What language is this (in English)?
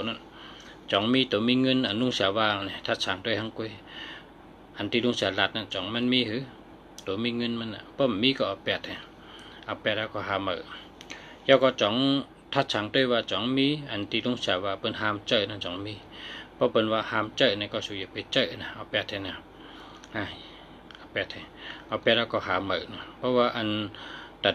Shan